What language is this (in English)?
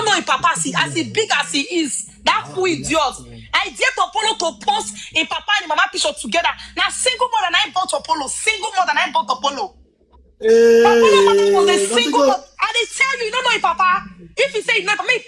Nigerian Pidgin